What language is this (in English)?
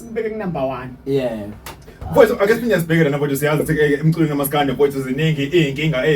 Zulu